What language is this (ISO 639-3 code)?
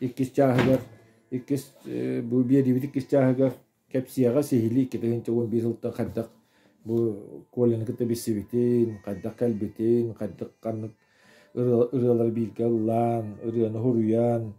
sah